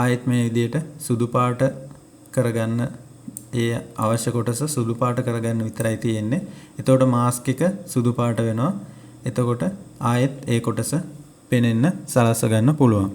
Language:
Sinhala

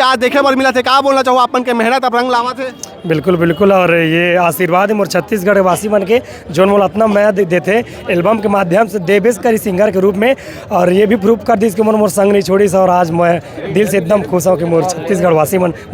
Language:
Chhattisgarhi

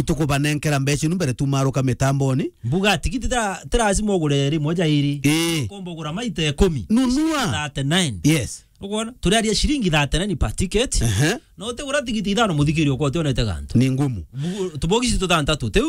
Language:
Meru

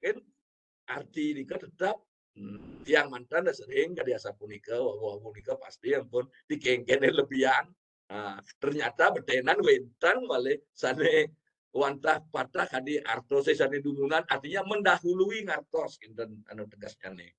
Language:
Balinese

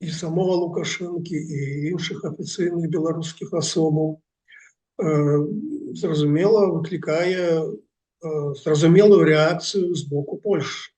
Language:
Belarusian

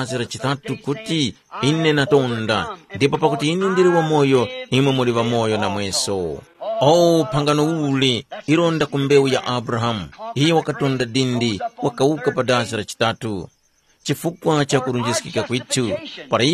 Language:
Tumbuka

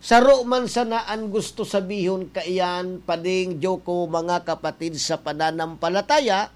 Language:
Bikol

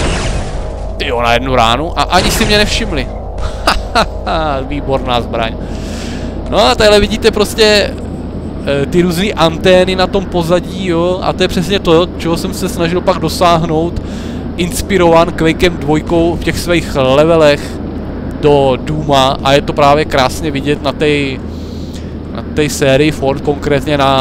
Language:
Czech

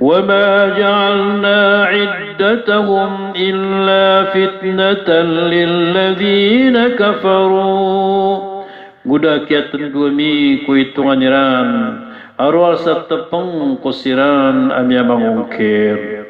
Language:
Maranao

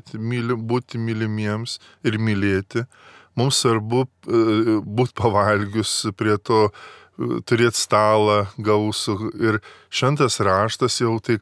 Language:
Lithuanian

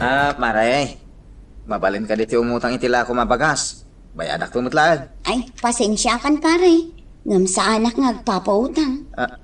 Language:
Iloko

